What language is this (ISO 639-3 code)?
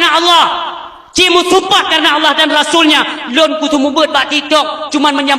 ace